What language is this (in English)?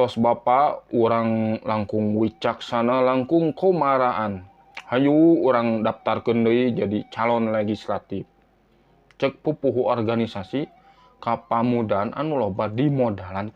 Sundanese